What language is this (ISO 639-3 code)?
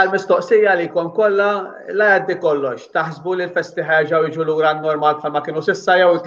mlt